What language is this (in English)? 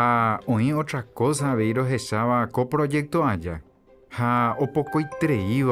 Guarani